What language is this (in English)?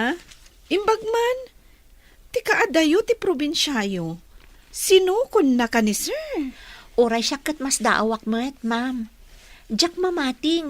Iloko